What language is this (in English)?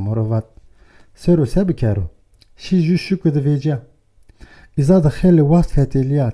Zaza